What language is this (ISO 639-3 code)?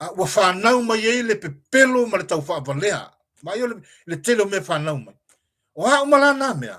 smo